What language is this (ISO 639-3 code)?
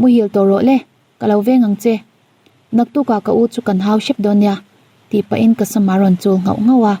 lus